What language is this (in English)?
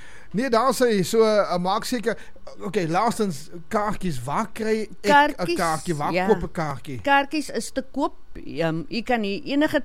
Afrikaans